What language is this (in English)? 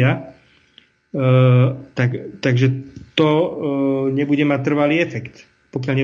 Slovak